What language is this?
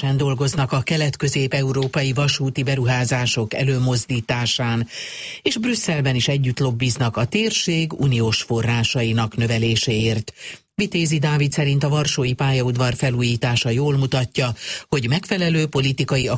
Hungarian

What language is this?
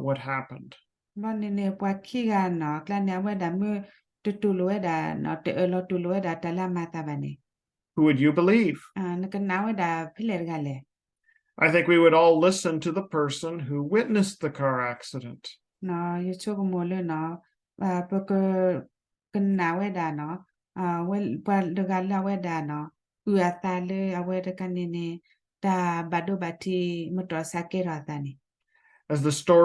S'gaw Karen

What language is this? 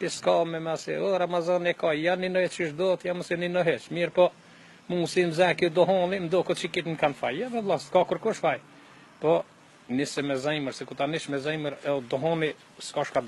Albanian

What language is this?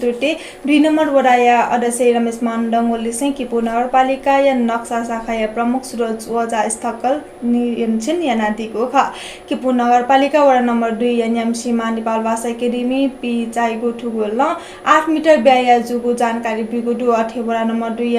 Newari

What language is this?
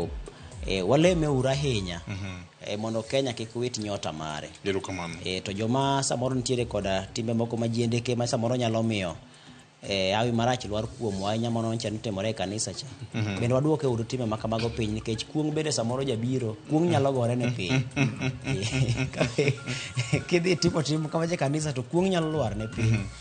Luo (Kenya and Tanzania)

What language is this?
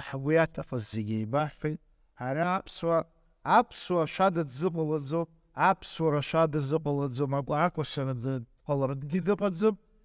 Abkhazian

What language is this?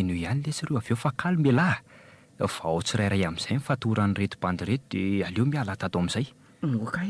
Malagasy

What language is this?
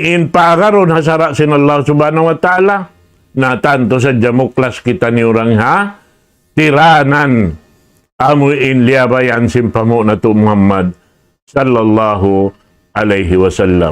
Tausug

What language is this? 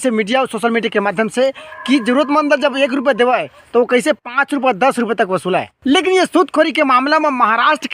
Chhattisgarhi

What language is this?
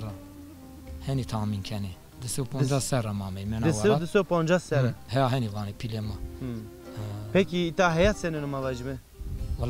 Zaza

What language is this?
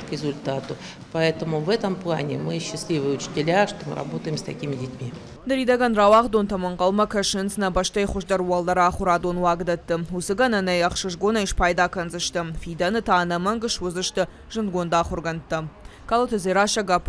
Ossetic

